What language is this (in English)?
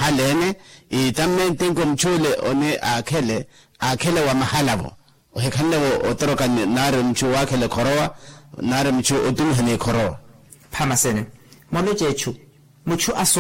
Makhuwa